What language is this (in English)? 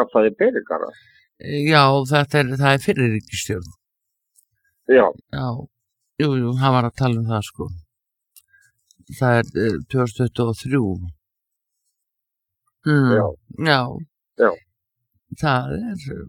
Icelandic